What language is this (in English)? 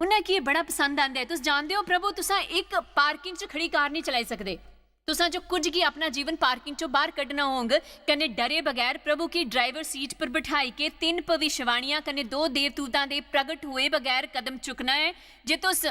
Dogri